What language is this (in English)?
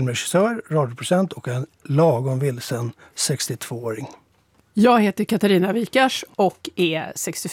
Swedish